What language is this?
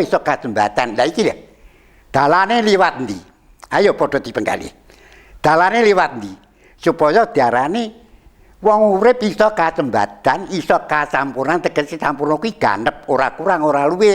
Javanese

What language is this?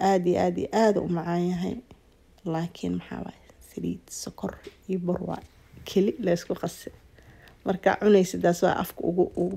Somali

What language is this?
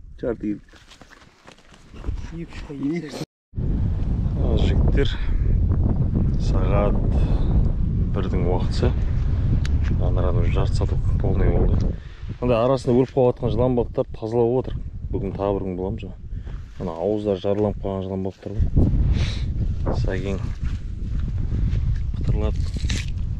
Kazakh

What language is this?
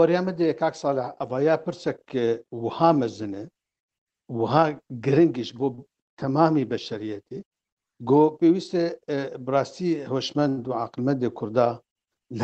Kurdish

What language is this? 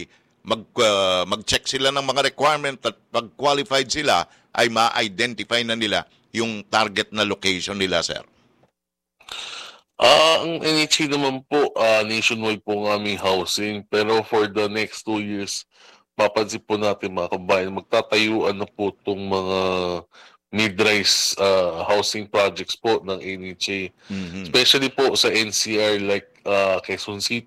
Filipino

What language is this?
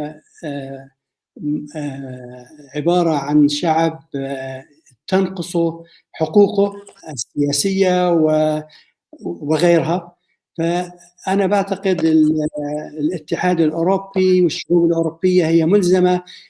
North Levantine Arabic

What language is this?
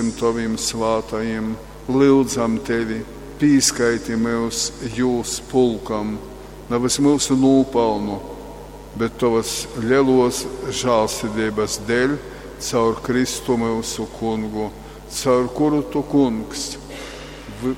Latgalian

